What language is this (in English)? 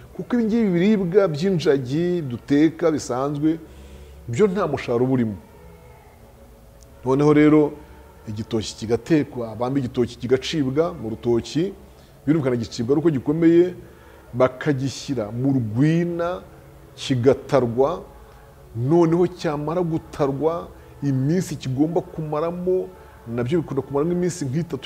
Kinyarwanda